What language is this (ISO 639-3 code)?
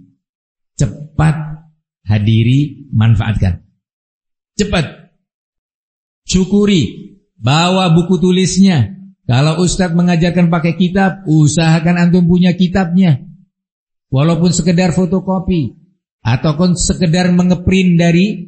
ind